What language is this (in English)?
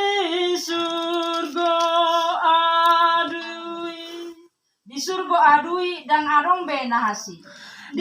Batak Toba